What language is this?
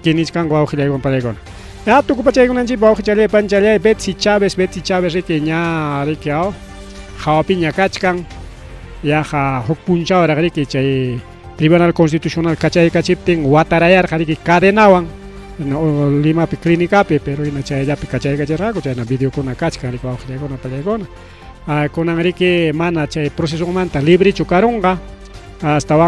Ayacucho Quechua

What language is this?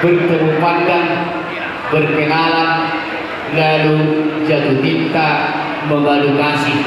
Batak Toba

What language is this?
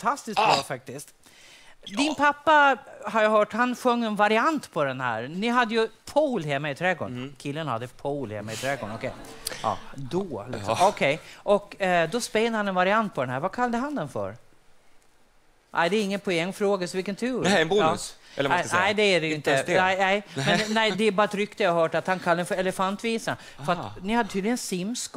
Swedish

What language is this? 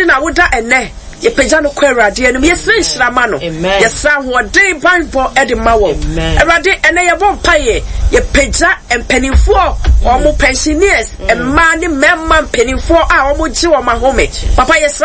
Akan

